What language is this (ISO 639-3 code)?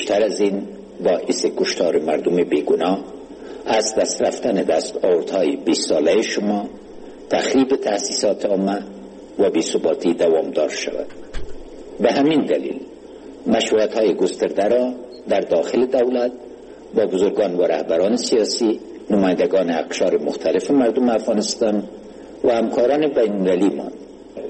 fas